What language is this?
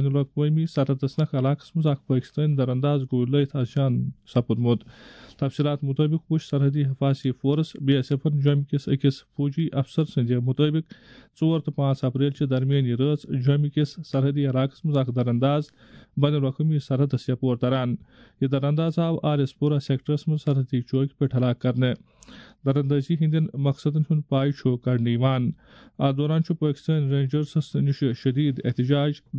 Kashmiri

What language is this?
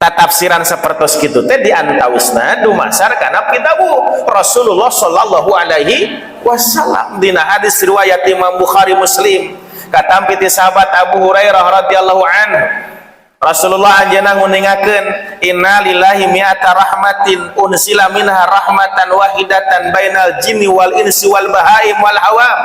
Sundanese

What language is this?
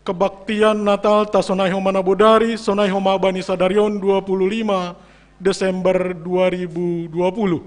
Batak Simalungun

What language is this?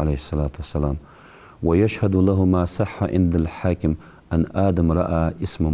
Ingush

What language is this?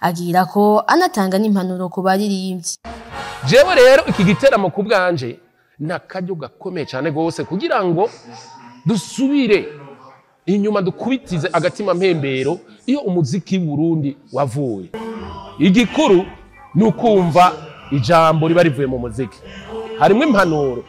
Rundi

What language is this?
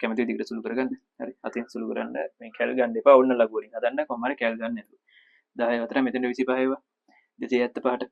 Sinhala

